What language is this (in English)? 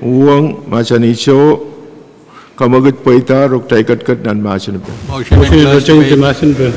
Pohnpeian